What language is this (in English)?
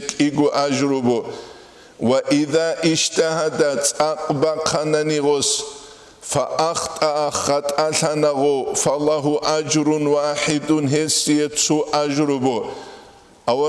Avaric